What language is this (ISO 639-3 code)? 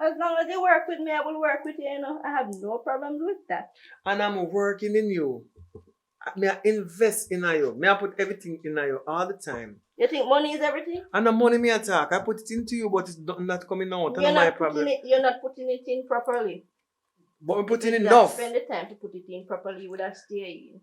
jam